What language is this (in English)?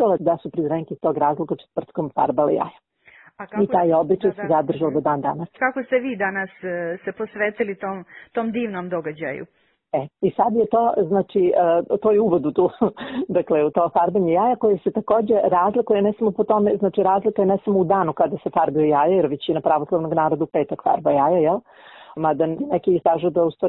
Serbian